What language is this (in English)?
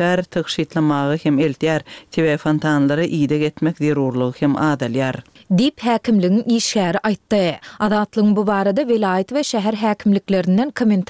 Turkmen